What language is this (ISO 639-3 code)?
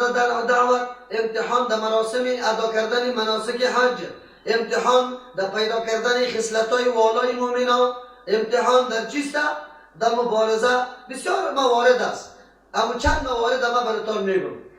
fas